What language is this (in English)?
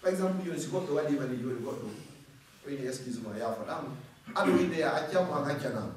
Fula